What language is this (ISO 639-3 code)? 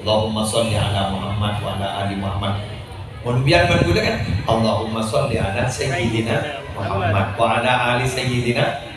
mad